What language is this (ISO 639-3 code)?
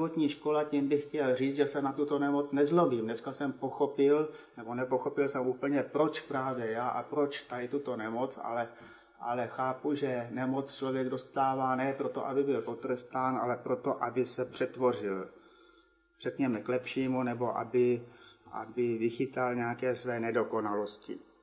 ces